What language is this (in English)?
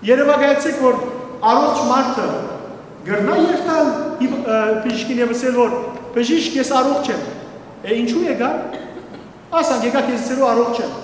Western Armenian